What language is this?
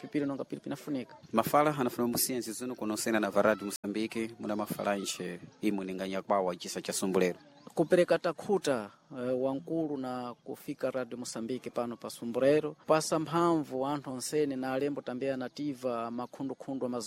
Sena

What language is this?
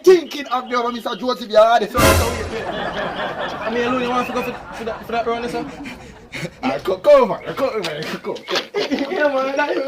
Jamaican Creole English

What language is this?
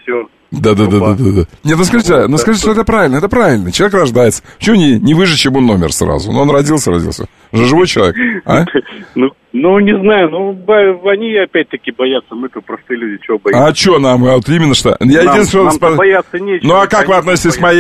Russian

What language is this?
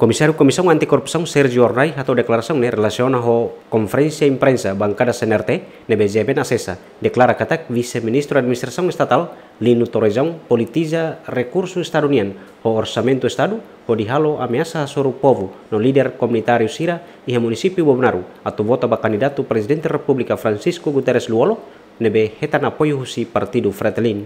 Tetum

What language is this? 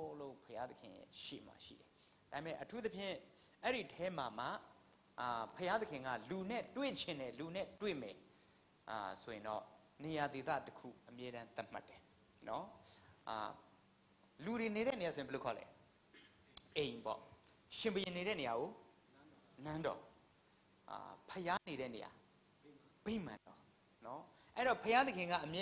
Burmese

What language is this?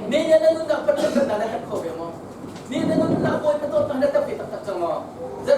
Hakha Chin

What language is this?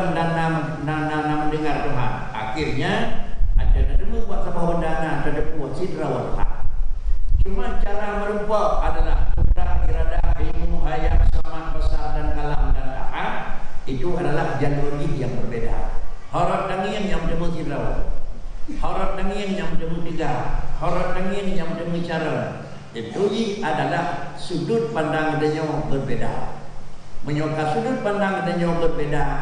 Achinese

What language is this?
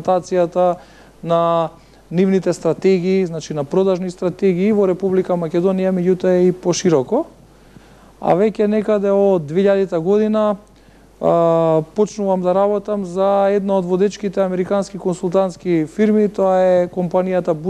Macedonian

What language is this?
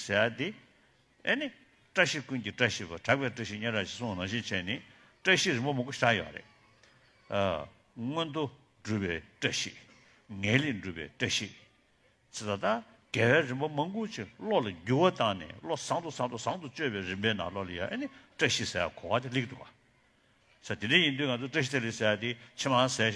Tibetan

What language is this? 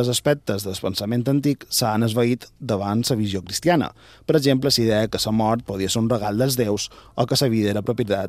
Catalan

